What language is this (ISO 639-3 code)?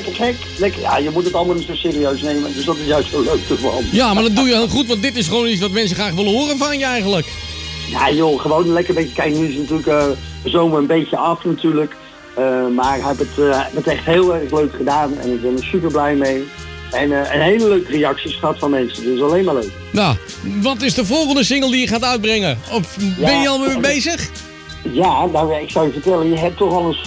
nld